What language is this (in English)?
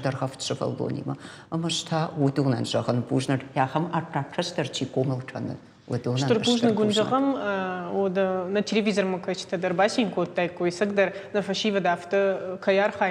Ossetic